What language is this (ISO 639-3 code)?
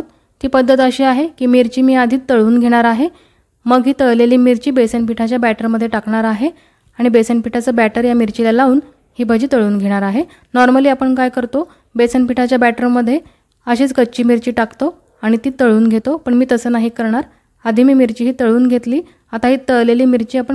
mar